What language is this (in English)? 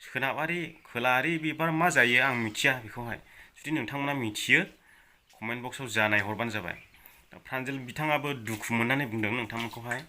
Bodo